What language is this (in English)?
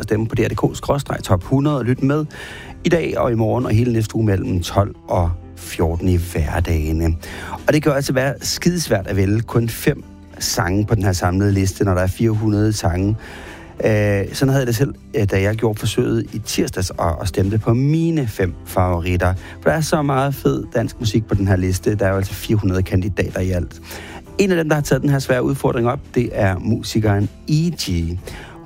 Danish